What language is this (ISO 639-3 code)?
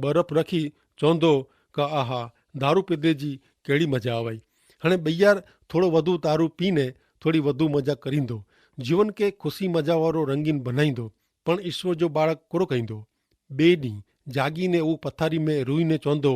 kfr